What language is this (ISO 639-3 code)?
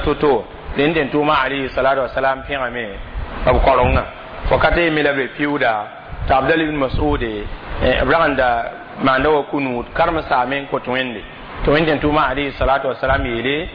mos